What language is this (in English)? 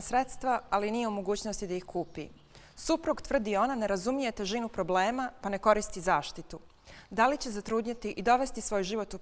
Bosnian